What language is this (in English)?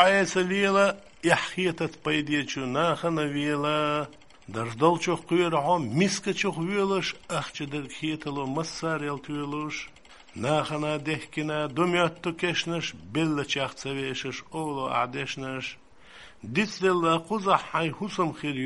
Chechen